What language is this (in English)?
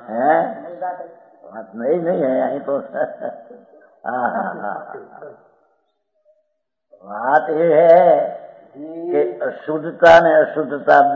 Gujarati